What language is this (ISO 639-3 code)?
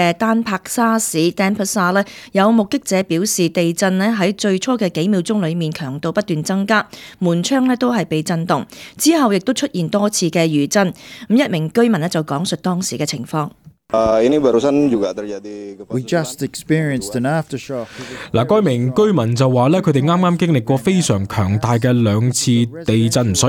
yue